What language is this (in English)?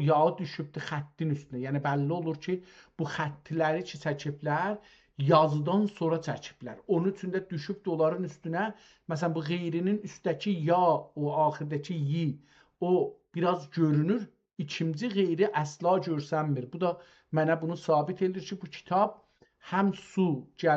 South Azerbaijani